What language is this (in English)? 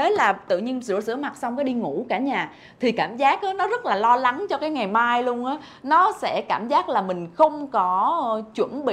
Vietnamese